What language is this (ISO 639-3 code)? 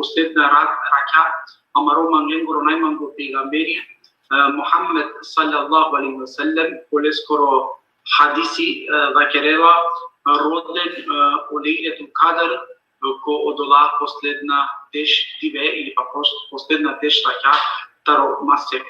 rmn